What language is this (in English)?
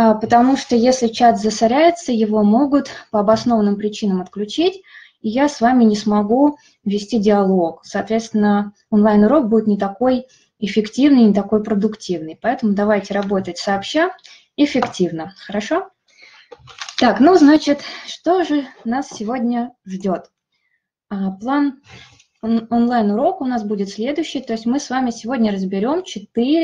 Russian